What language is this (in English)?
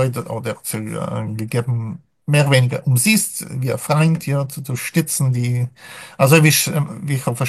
Yiddish